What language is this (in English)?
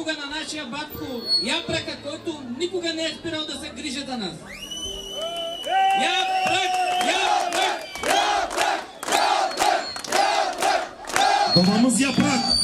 Bulgarian